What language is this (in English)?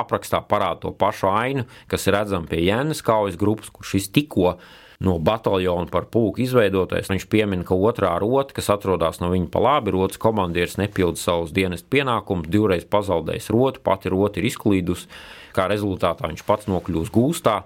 Latvian